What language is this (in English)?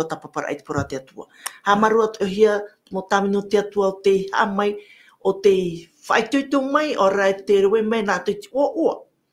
Tahitian